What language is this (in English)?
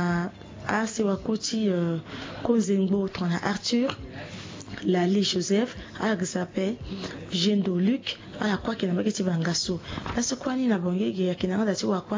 Sango